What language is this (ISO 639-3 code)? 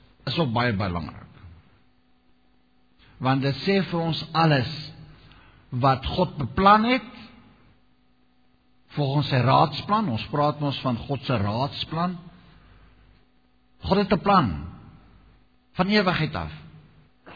afr